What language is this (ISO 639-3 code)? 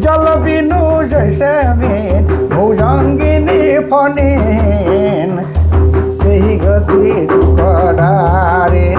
sck